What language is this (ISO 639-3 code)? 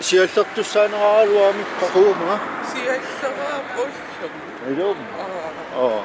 kal